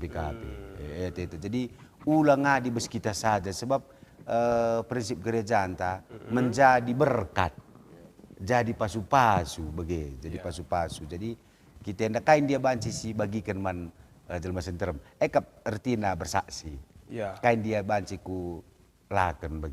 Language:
Batak Karo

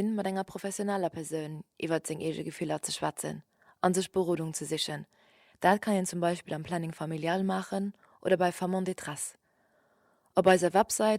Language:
Luxembourgish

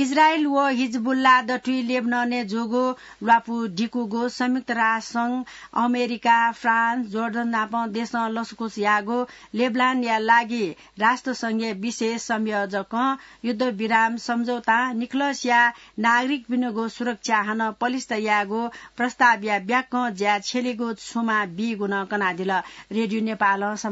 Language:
Newari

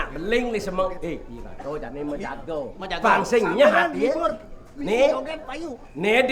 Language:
Balinese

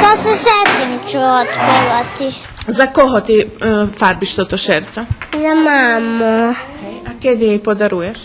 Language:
Rusyn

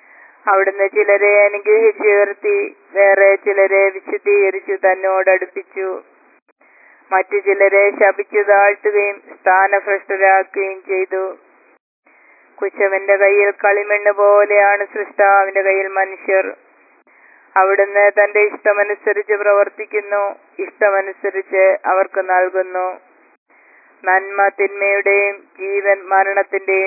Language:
Malayalam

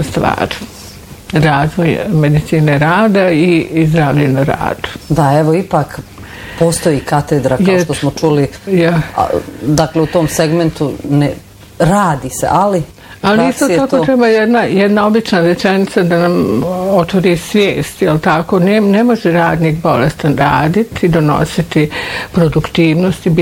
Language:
Bosnian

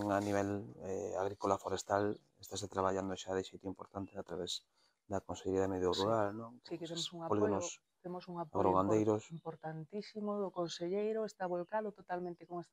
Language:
Galician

